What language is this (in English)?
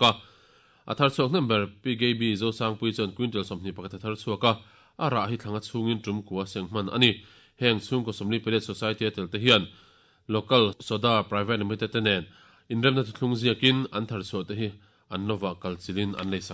Mizo